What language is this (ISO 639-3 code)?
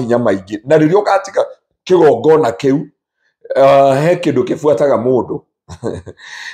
kik